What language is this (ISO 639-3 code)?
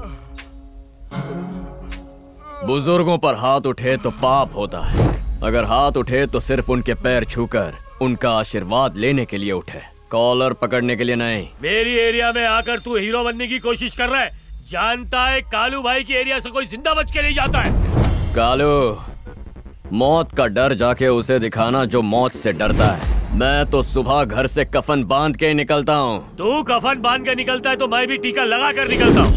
hin